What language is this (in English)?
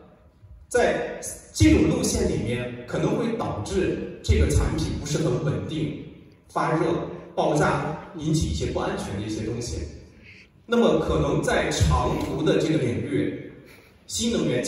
Chinese